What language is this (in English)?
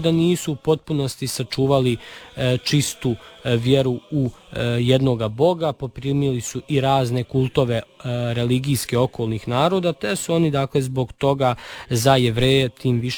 Serbian